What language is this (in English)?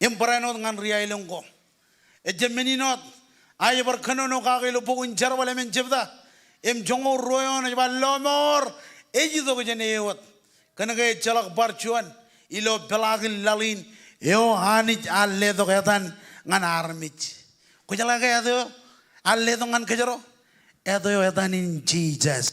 Marshallese